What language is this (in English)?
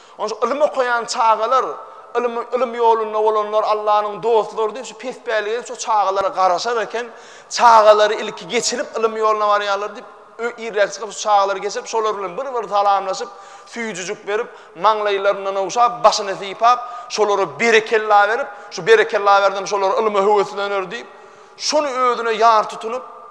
Turkmen